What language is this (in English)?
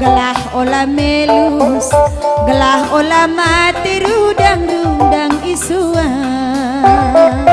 Batak Karo